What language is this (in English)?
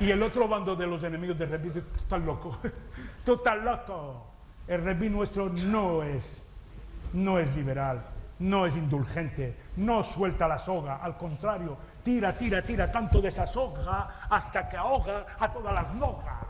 Ladino